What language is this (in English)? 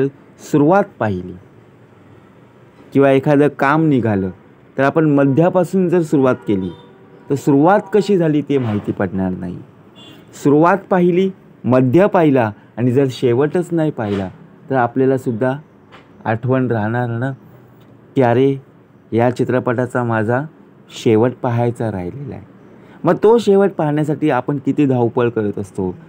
Marathi